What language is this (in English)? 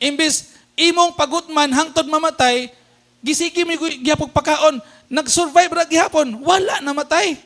Cebuano